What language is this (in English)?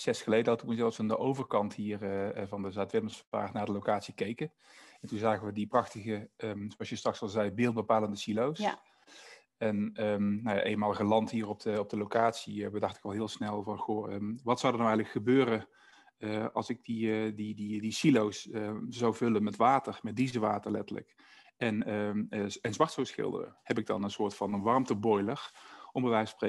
Dutch